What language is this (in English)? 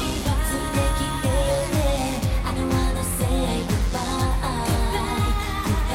Japanese